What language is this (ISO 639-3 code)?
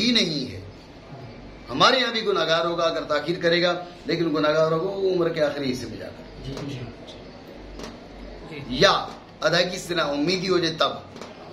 urd